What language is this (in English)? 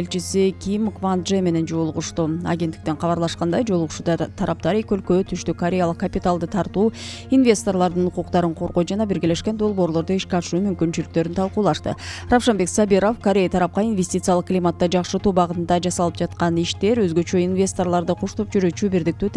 Kyrgyz